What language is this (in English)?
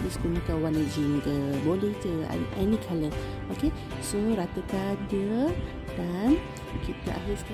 Malay